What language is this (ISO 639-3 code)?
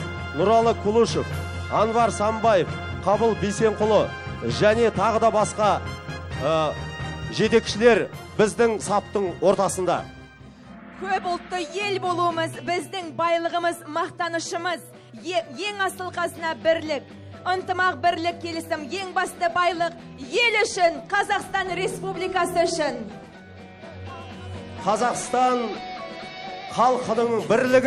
kaz